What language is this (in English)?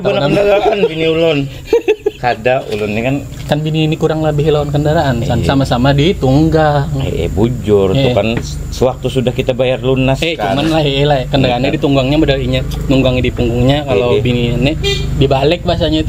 Banjar